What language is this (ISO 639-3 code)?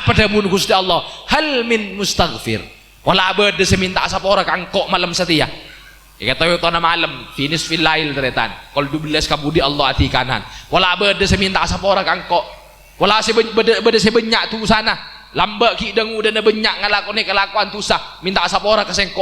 mad